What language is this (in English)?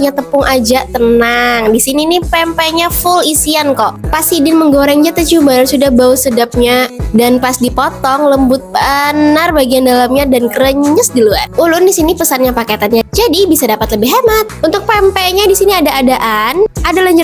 Banjar